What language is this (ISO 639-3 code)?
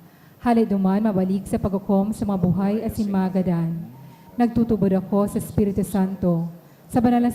bik